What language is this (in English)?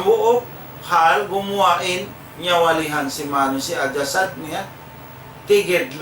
Tausug